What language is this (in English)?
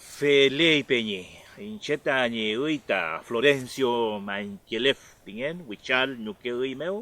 Mapuche